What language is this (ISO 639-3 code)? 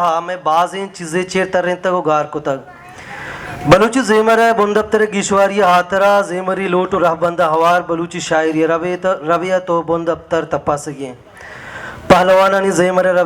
bal